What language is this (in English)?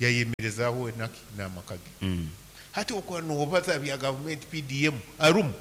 Nyankole